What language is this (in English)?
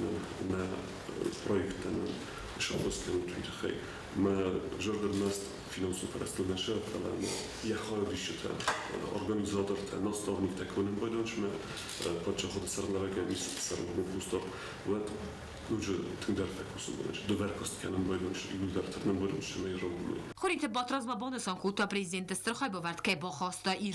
Ossetic